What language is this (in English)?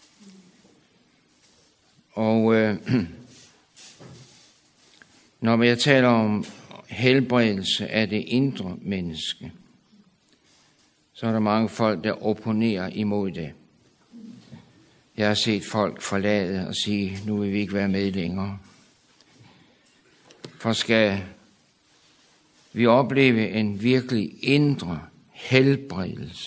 Danish